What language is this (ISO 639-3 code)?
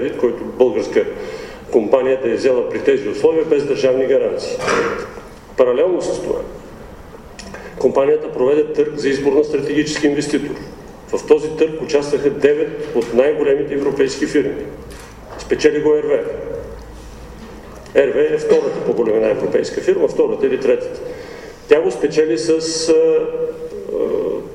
bul